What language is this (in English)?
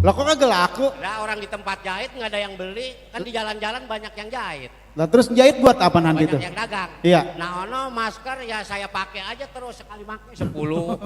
Betawi